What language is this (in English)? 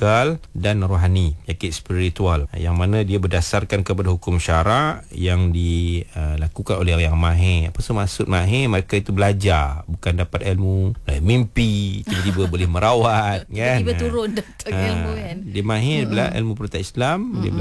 Malay